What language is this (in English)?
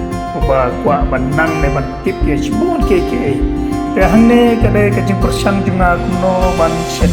Khasi